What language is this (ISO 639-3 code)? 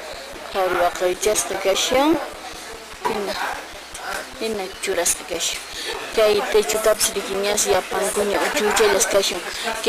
que